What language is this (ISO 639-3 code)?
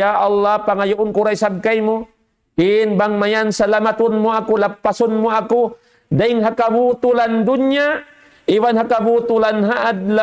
tsg